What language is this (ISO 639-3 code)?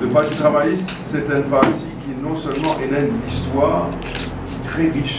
mfe